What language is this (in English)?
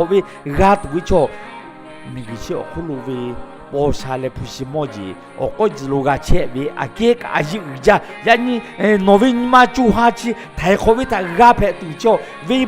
Lahu